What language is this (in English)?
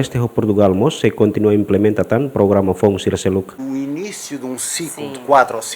Tetum